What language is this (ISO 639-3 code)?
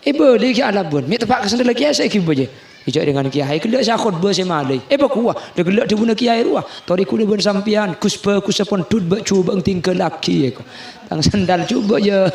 mad